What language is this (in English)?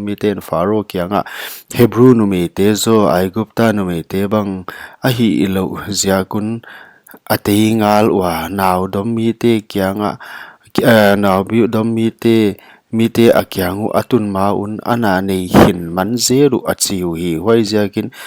Paite Chin